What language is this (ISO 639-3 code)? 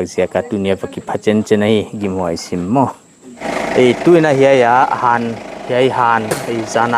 pck